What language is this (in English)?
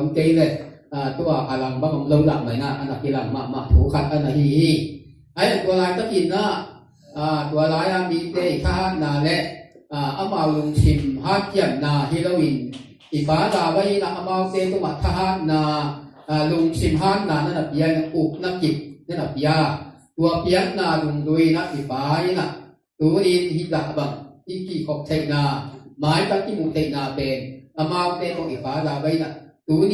Tedim Chin